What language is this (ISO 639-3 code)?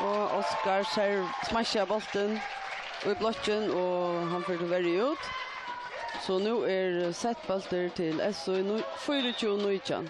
fao